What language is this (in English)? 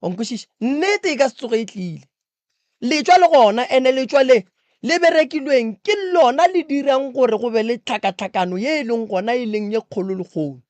Northern Sotho